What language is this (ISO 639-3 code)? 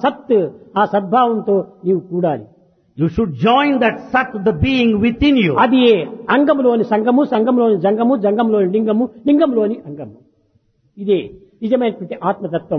tel